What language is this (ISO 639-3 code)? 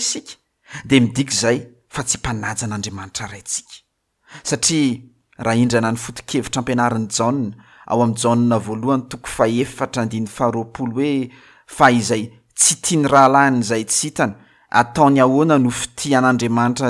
mlg